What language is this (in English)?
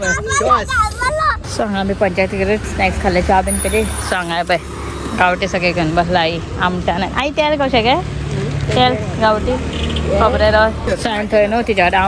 Konkani